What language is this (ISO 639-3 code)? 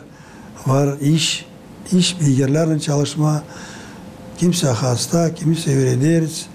gag